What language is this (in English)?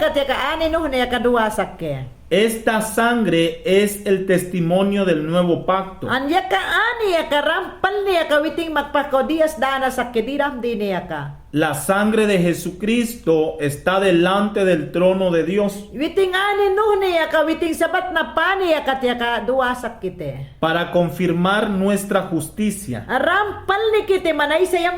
Mayangna